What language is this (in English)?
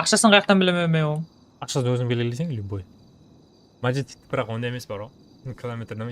Kara-Kalpak